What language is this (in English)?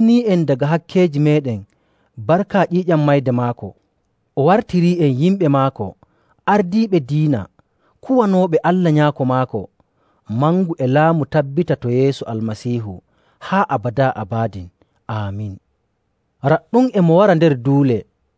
Nigerian Fulfulde